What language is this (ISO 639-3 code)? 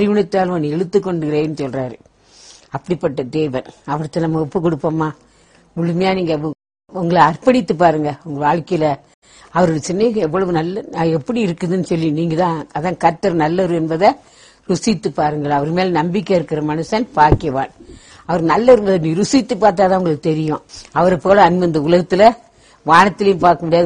tam